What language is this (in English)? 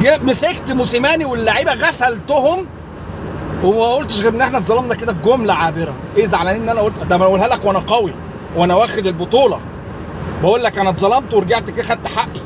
Egyptian Arabic